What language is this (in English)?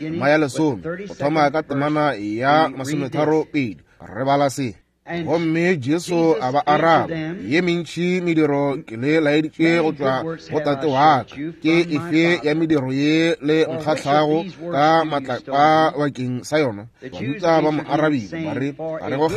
Northern Sotho